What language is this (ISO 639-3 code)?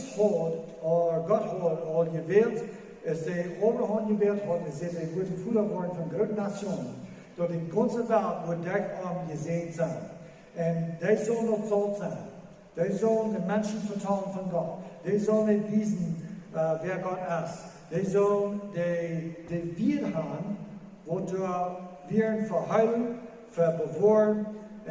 pdt